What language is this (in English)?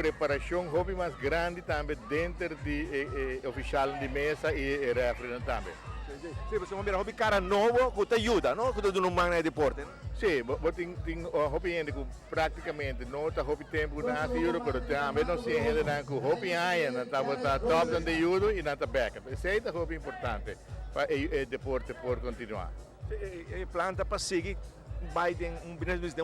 Papiamento